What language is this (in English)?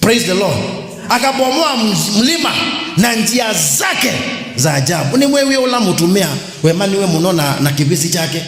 Kamba